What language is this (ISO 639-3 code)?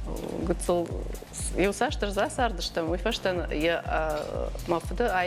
oss